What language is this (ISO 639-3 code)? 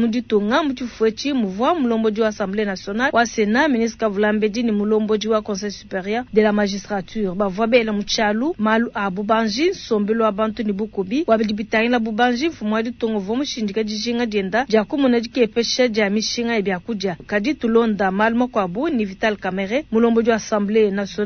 lua